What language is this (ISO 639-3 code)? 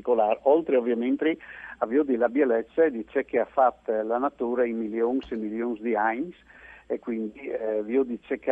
fur